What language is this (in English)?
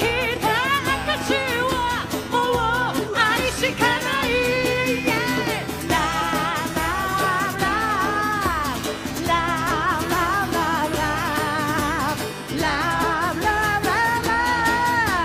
Japanese